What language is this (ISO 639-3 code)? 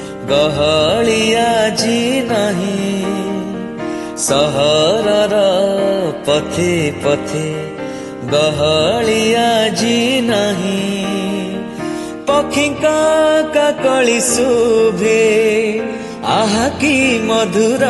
ori